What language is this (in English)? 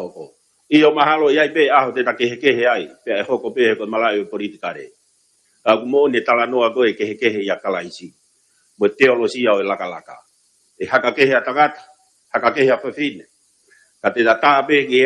Tongan